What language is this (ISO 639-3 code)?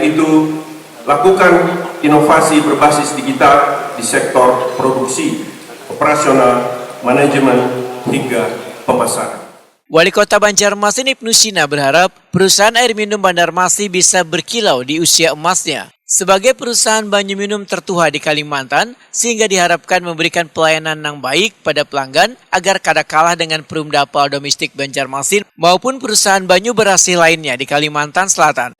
bjn